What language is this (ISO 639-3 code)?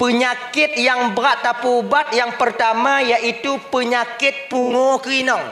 ace